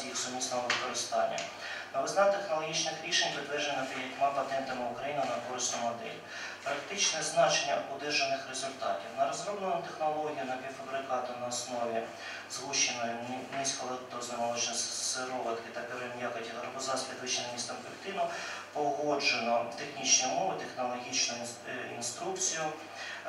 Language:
Ukrainian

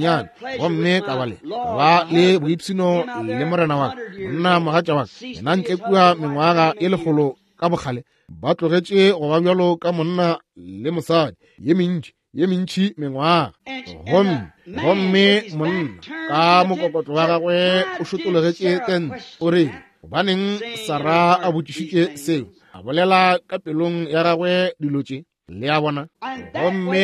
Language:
Northern Sotho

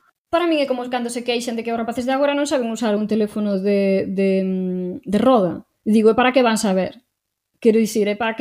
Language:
Galician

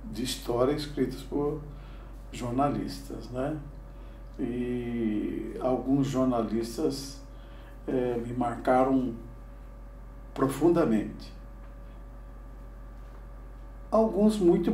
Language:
Portuguese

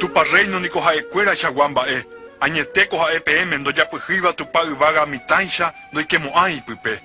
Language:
Guarani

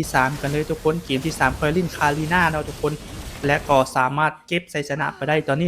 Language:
Lao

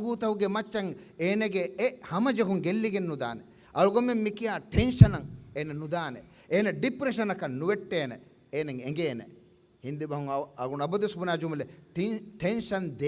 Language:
Divehi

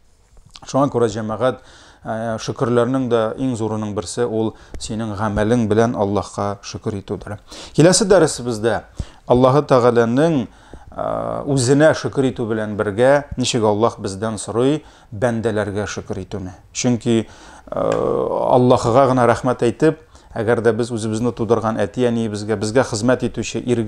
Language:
Tatar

